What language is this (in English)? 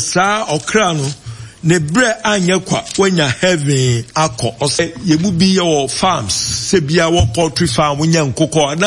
Akan